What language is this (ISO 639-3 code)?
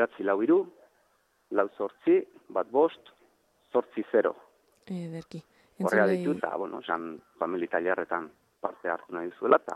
eus